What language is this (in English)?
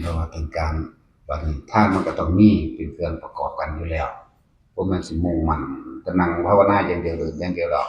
Northeastern Thai